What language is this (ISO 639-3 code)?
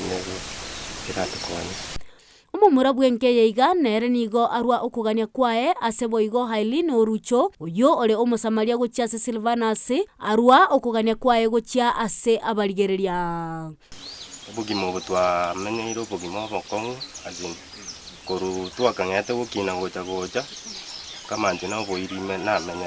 guz